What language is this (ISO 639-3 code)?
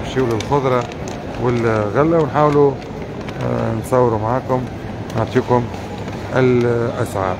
aeb